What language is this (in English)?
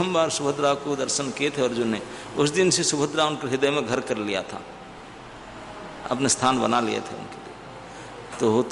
Hindi